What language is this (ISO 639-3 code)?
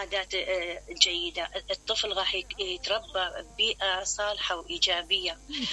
acm